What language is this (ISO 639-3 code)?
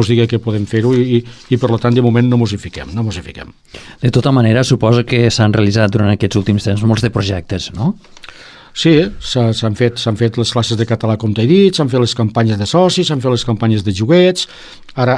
cat